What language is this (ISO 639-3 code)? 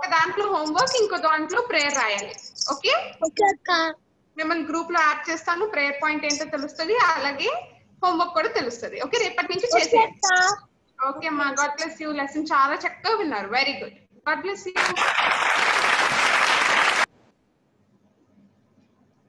tel